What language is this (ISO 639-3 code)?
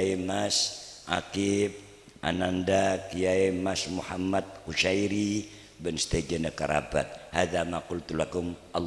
mad